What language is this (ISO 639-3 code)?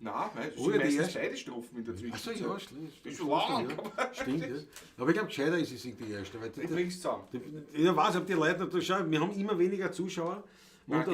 bar